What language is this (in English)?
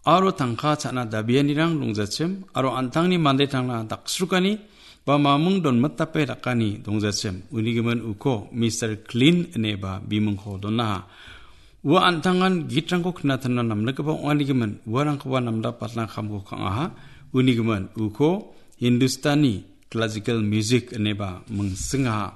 Garo